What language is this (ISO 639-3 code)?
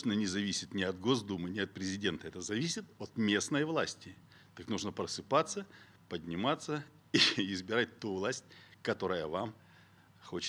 rus